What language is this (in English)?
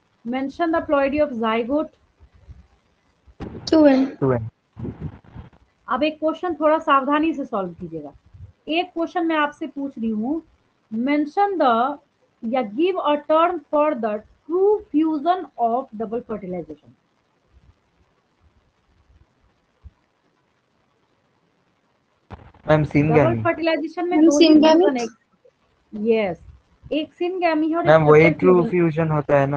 Hindi